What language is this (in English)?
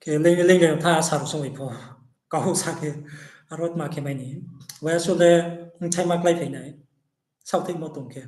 Riang (India)